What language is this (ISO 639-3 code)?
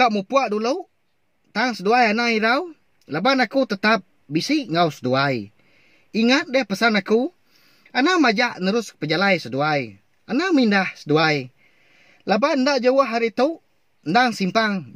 iba